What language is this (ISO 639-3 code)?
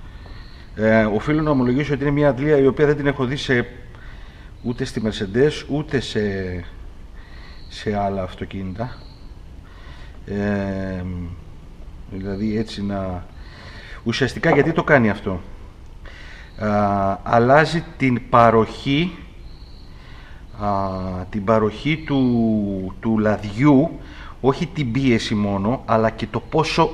ell